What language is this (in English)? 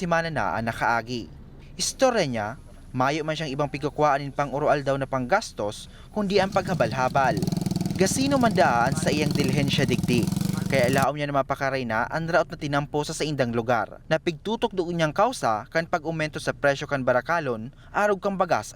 Bikol